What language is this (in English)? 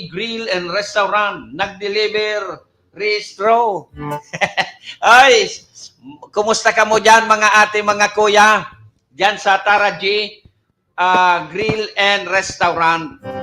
Bikol